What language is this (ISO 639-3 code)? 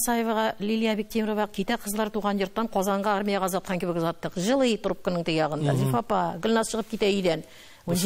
tat